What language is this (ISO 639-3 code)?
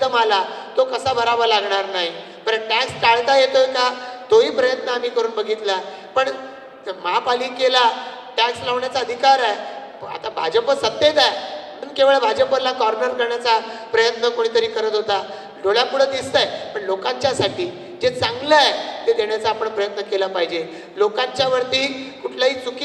mar